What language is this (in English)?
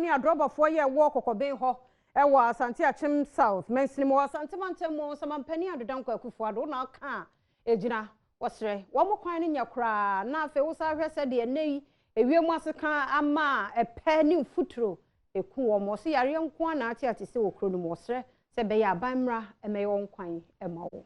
Akan